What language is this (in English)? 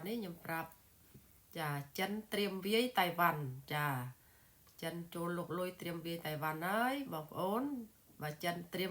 Khmer